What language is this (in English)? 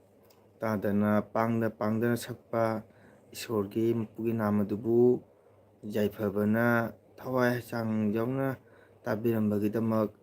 Manipuri